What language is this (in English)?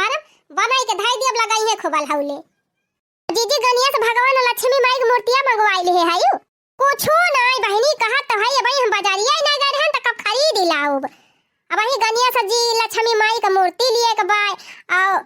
Awadhi